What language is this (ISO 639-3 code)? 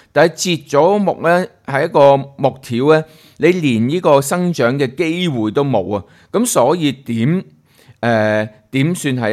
yue